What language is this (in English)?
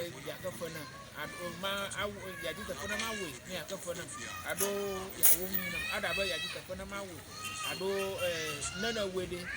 Ewe